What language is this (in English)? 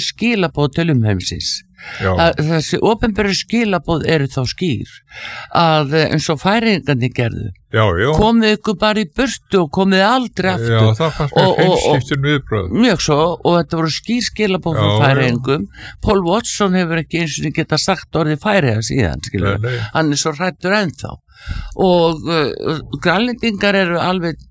Icelandic